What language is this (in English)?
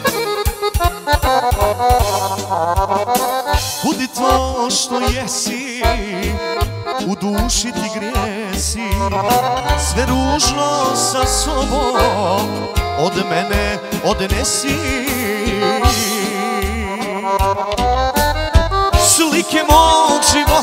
Bosnian